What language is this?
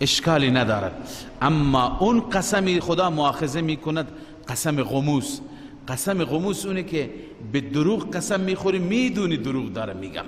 Persian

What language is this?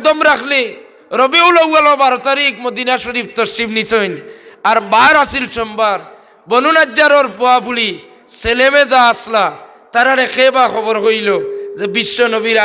Sylheti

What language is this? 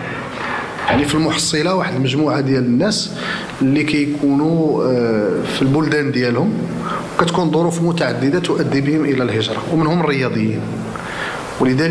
Moroccan Arabic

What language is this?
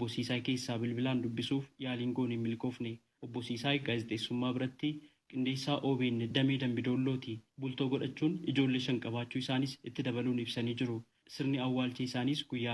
Oromo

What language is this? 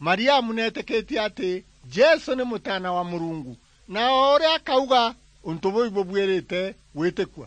Meru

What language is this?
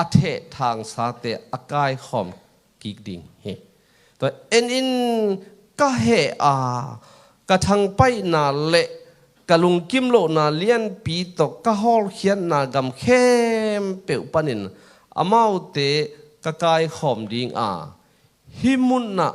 Tedim Chin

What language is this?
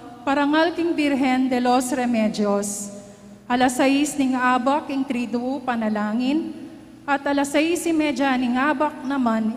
Pampanga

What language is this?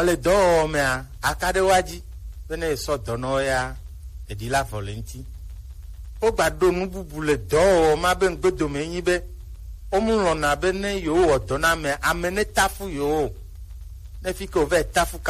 Gen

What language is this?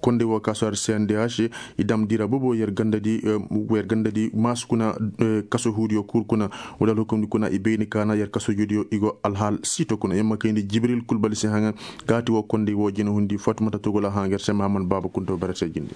Koyraboro Senni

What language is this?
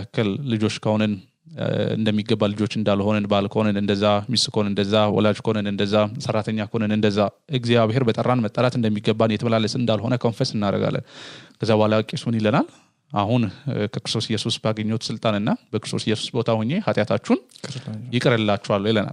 Amharic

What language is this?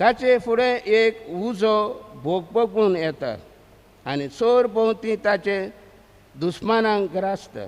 Konkani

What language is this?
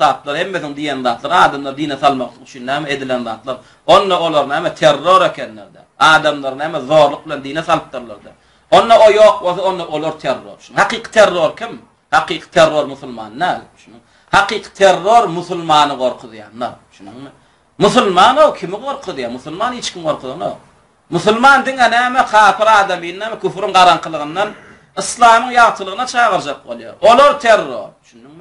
Turkmen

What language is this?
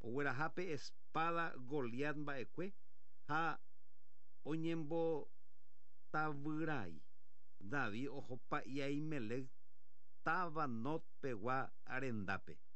Guarani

